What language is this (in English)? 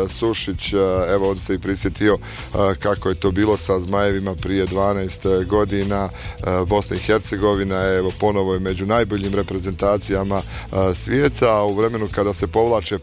Bosnian